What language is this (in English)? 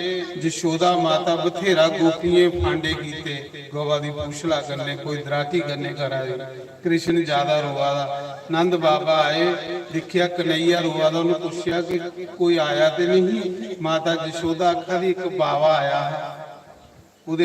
Dogri